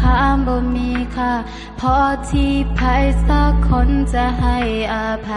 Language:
Lao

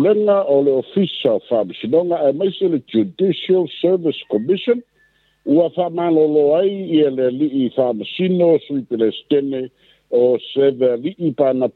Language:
Samoan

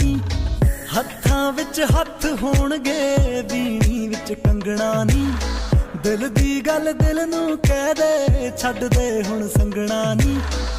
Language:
Punjabi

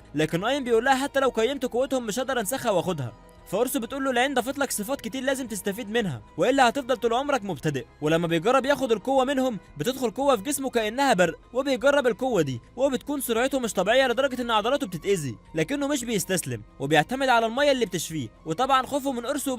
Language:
Egyptian Arabic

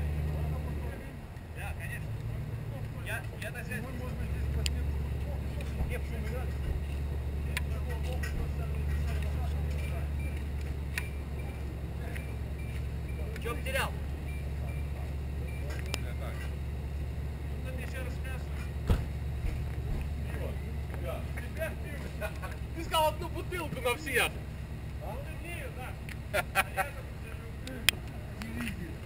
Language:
Russian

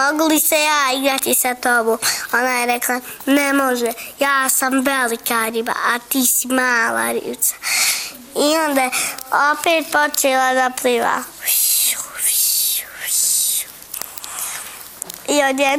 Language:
Bosnian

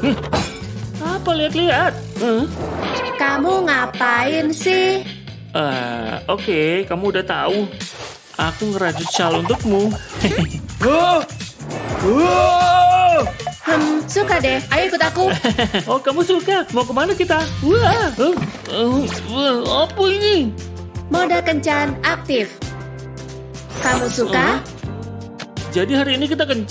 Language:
Indonesian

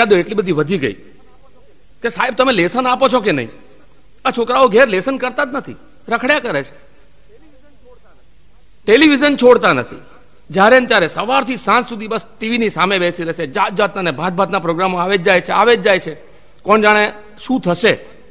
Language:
Gujarati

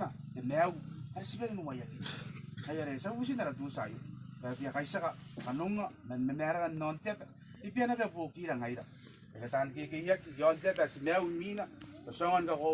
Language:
Gilbertese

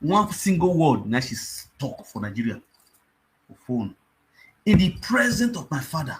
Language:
Nigerian Pidgin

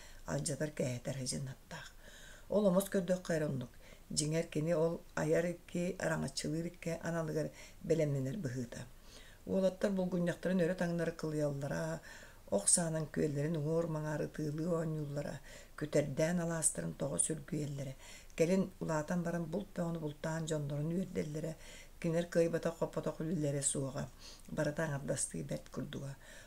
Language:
Yakut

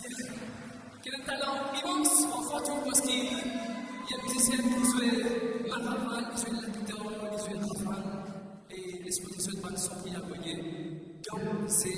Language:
Morisyen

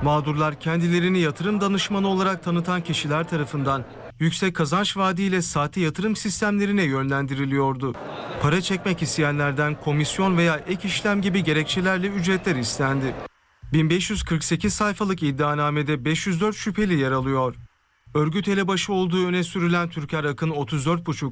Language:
Turkish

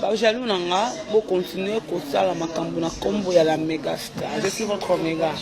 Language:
Lingala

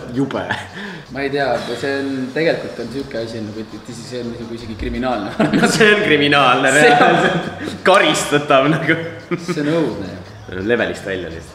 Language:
Estonian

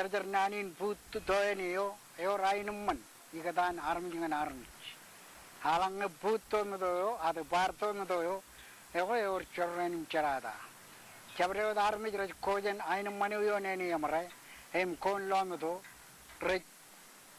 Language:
Marshallese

